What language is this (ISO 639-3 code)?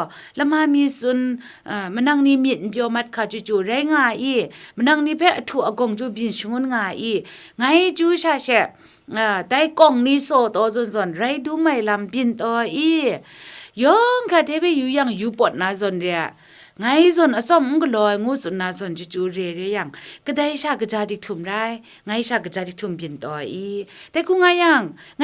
kac